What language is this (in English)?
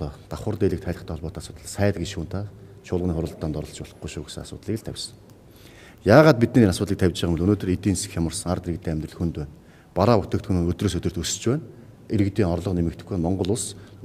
Mongolian